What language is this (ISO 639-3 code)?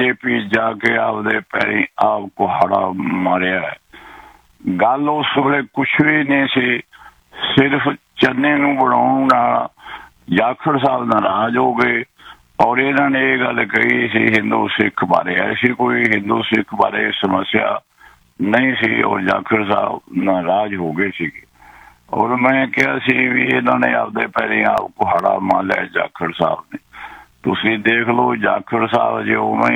pan